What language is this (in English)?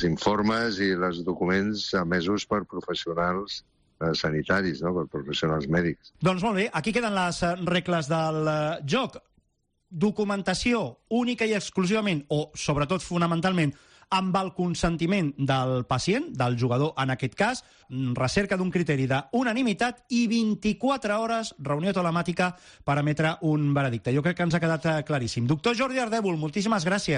Catalan